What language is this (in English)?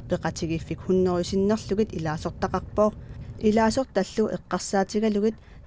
Kalaallisut